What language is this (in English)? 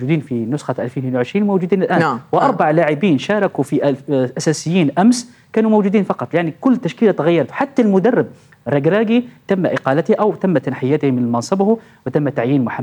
North Levantine Arabic